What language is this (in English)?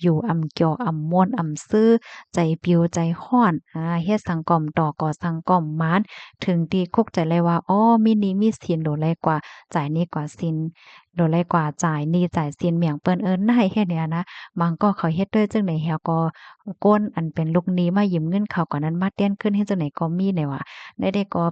Shan